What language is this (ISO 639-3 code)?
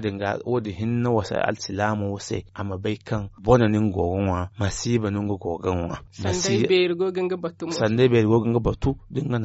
dje